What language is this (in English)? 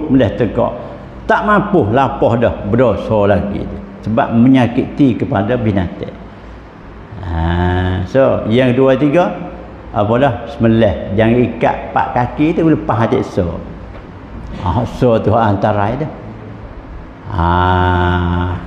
Pattani Malay